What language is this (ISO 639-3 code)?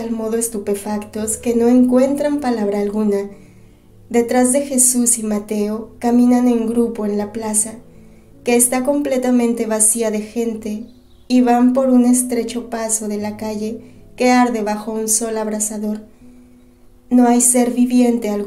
spa